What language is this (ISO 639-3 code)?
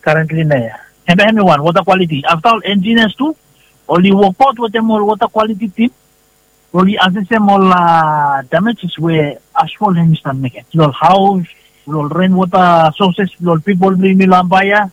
bis